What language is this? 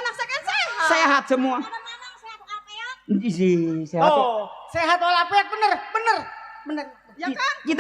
Betawi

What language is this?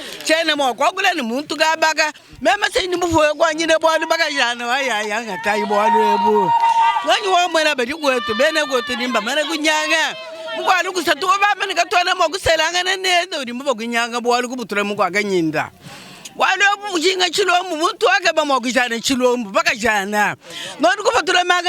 Luba-Lulua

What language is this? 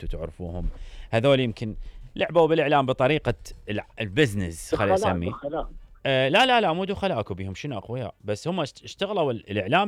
Mesopotamian Arabic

